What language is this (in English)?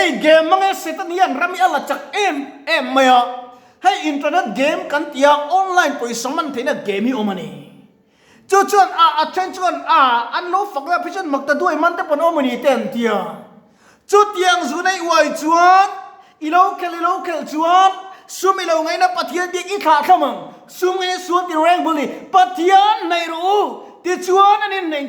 Mizo